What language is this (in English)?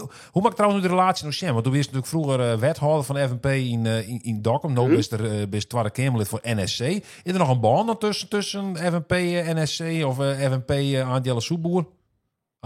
Western Frisian